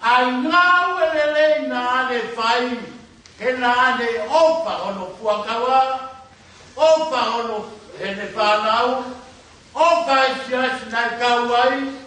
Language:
Tongan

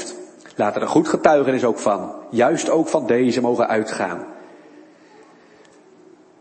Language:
Dutch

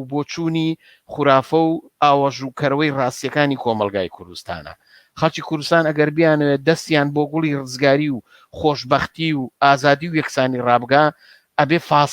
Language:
Central Kurdish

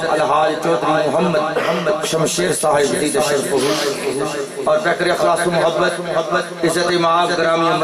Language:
Urdu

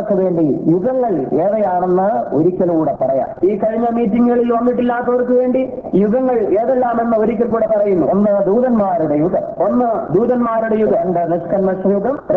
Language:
Malayalam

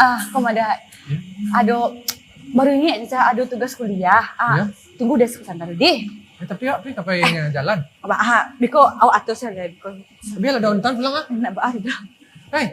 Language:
Minangkabau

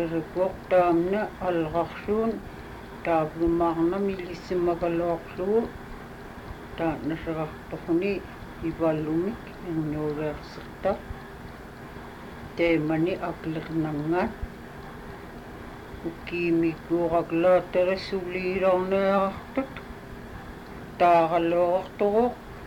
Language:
Inupiaq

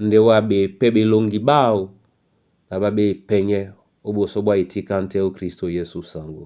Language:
Duala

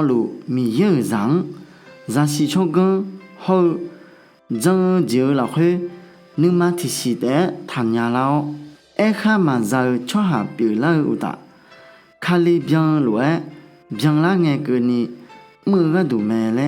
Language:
Akha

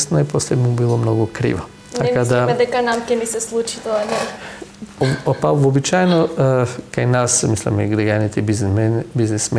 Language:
Macedonian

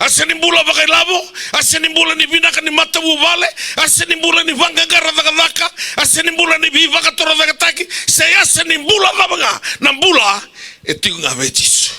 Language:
Fijian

